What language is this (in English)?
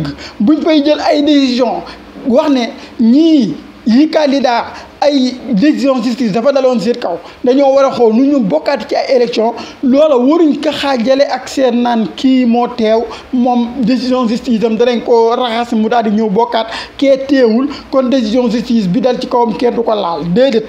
Wolof